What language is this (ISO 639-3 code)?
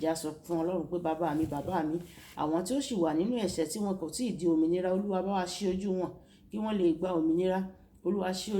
yor